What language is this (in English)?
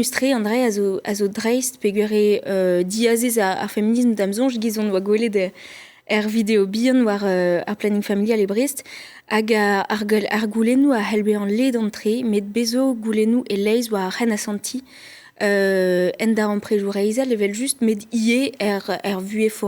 Breton